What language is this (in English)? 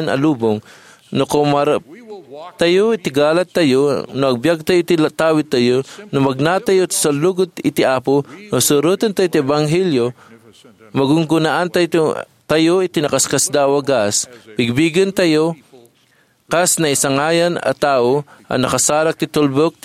Iloko